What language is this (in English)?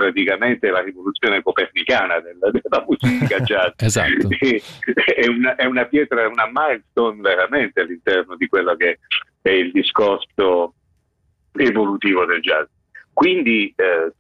Italian